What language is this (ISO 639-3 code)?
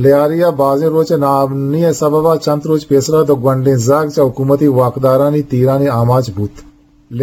bgp